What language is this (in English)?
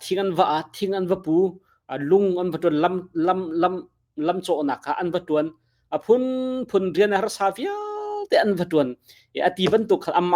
Hakha Chin